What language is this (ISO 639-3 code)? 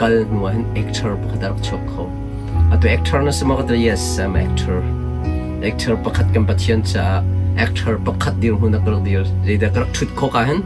cnh